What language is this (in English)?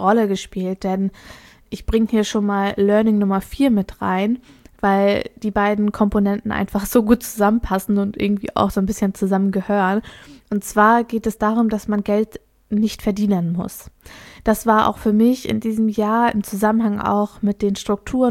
German